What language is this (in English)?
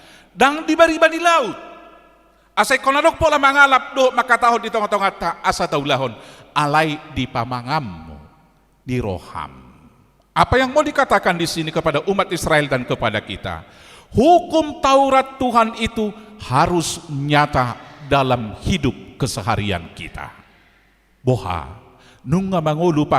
Batak Toba